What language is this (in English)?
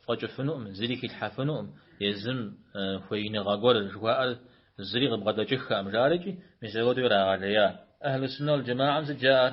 Kabardian